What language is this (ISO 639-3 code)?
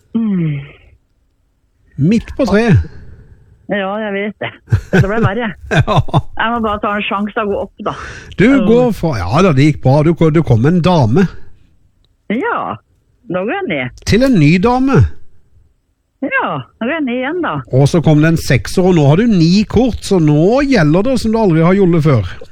nor